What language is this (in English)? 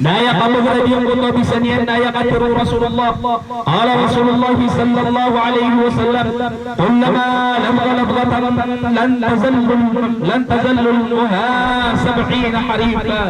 Maranao